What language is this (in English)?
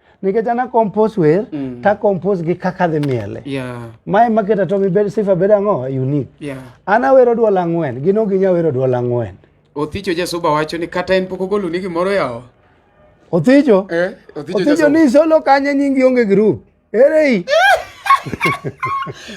Luo (Kenya and Tanzania)